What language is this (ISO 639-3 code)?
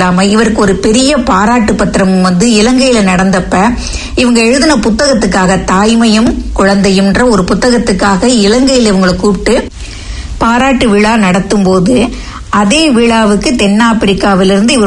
tam